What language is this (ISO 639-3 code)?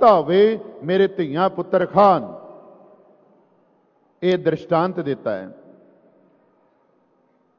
pan